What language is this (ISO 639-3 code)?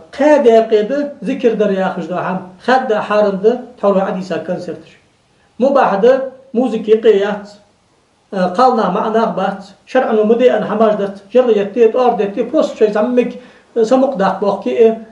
inh